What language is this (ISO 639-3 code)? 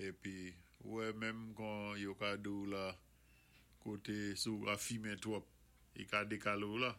acf